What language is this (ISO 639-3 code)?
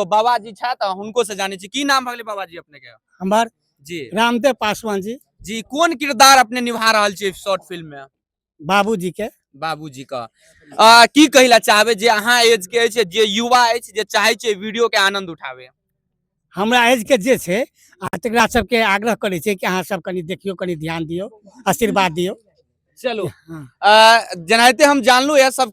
mai